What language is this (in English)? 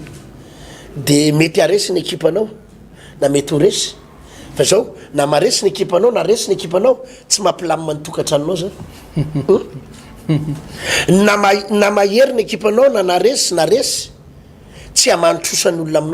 Malagasy